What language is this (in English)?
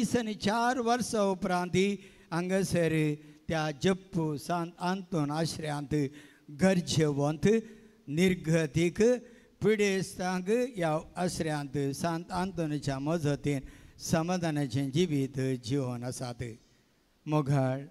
Konkani